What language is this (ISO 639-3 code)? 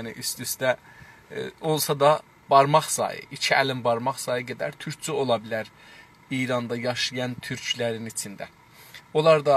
azb